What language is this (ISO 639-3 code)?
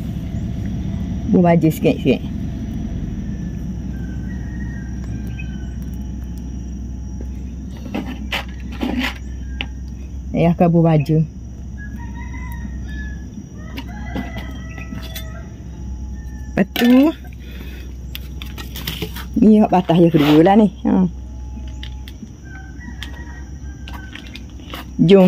msa